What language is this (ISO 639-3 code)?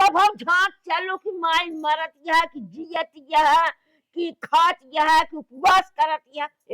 awa